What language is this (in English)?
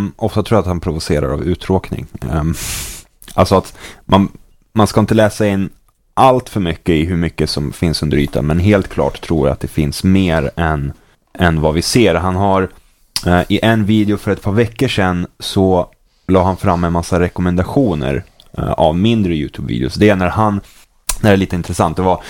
Swedish